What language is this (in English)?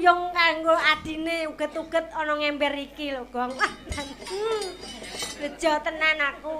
Javanese